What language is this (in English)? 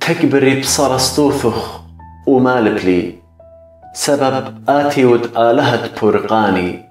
Assyrian Neo-Aramaic